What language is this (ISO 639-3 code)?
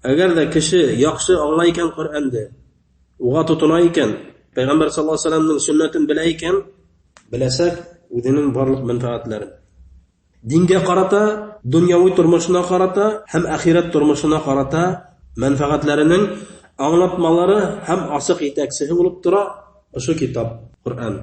bak